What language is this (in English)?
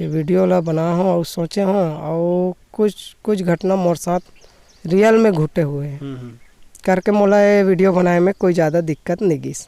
Chhattisgarhi